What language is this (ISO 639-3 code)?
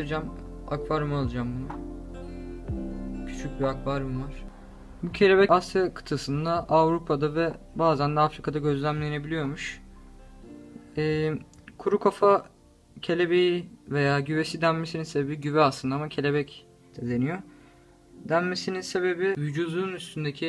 tur